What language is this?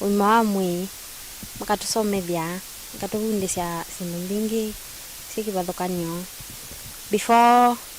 Kamba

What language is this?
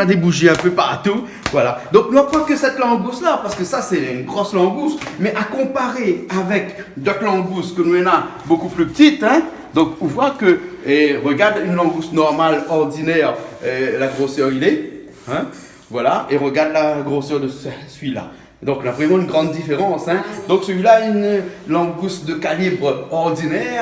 Réunion Creole French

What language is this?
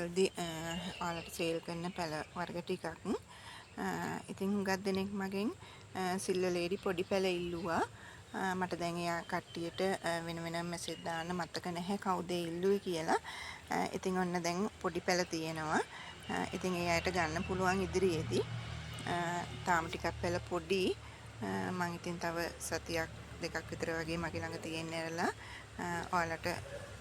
Sinhala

